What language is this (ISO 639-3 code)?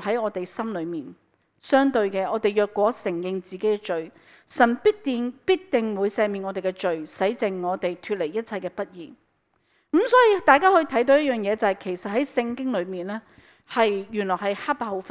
yue